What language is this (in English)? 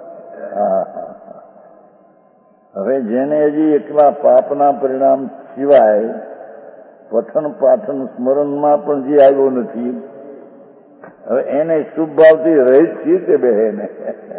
Gujarati